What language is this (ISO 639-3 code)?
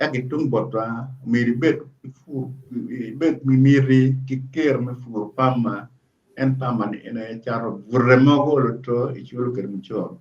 ach